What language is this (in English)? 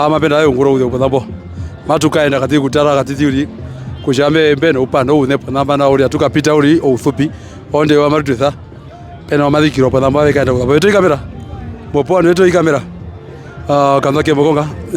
Herero